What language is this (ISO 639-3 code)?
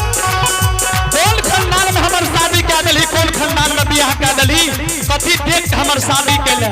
anp